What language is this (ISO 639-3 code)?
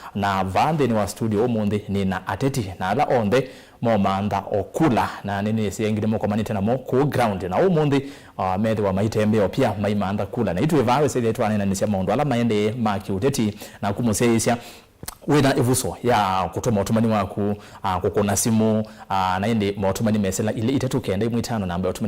kam